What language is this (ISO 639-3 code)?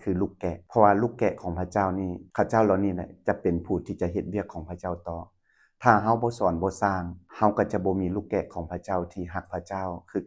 lao